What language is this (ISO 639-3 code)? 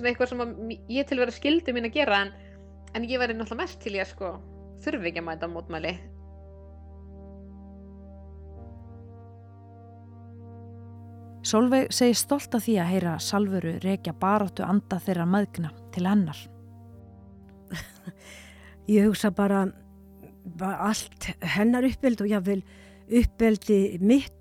isl